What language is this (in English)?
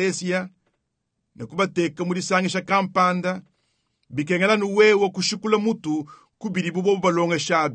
Luba-Lulua